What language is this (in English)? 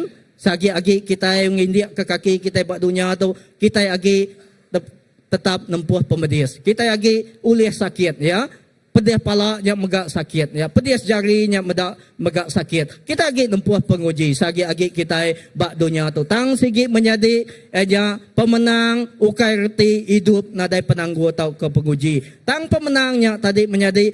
Iban